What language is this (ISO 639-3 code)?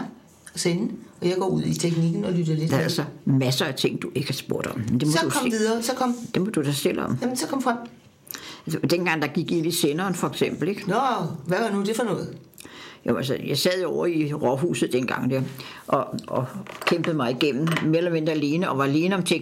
dan